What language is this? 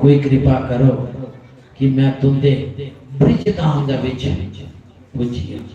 Dogri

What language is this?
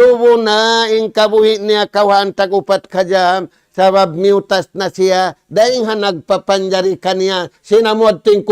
Tausug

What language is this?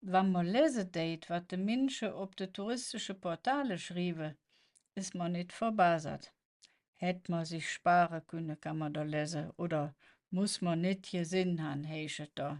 Colognian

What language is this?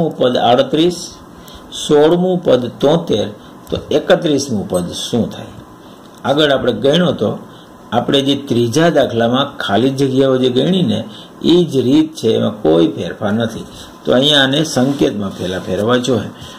Gujarati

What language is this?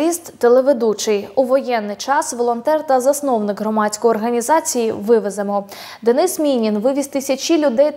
Ukrainian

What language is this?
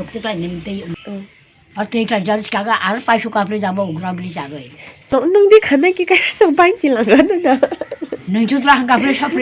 Kok Borok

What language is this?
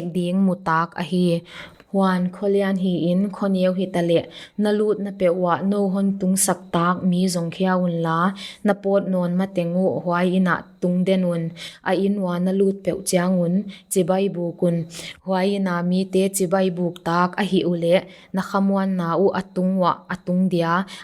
Paite Chin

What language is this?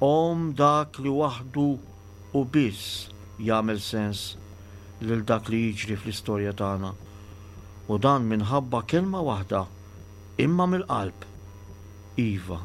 Maltese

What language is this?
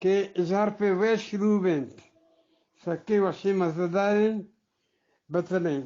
Eastern Balochi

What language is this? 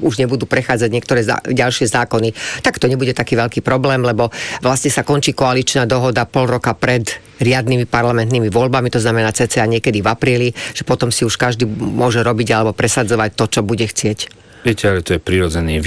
Slovak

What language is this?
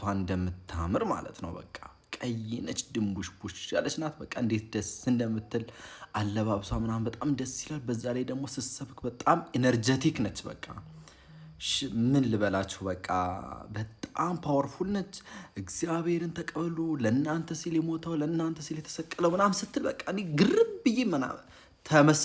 Amharic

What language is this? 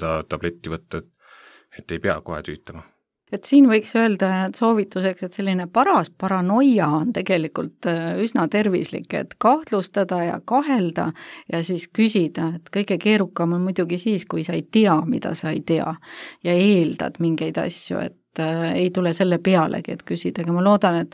Estonian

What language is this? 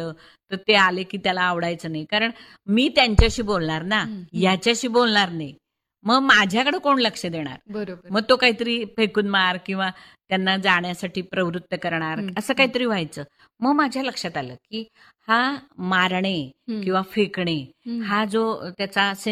Marathi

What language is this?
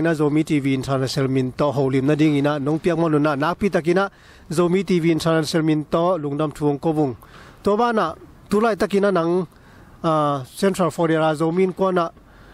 Tedim Chin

